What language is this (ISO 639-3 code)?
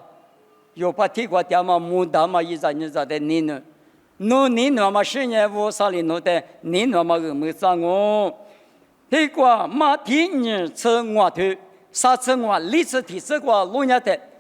lis